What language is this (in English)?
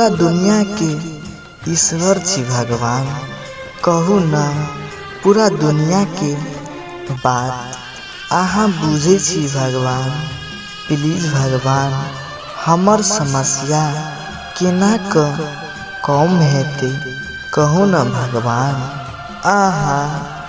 Maithili